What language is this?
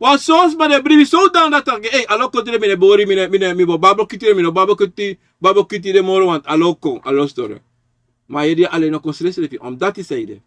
Sranan Tongo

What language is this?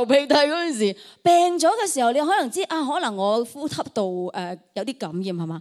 Cantonese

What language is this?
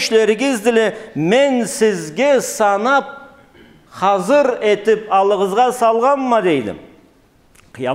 Karachay-Balkar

